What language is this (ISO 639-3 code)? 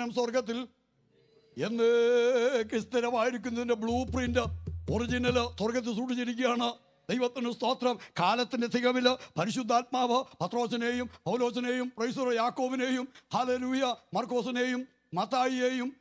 mal